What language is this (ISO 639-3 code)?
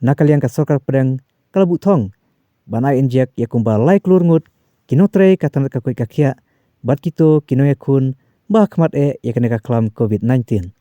kha